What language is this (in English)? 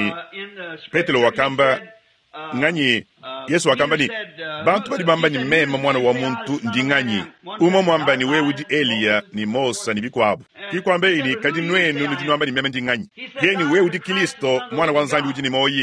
Luba-Lulua